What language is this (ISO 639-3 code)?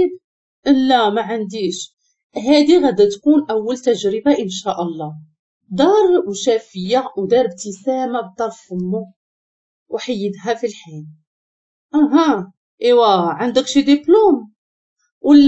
ary